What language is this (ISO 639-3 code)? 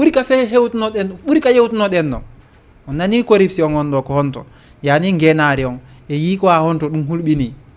ful